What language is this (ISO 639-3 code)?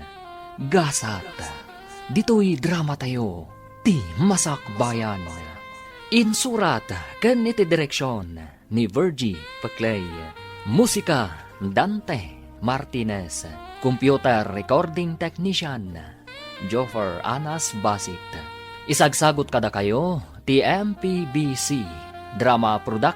ilo